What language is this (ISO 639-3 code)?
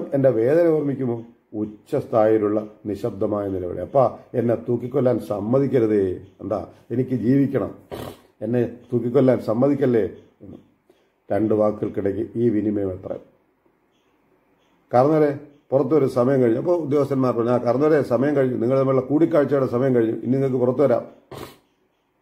mal